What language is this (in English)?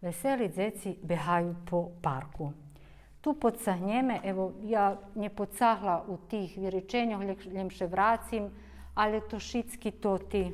Rusyn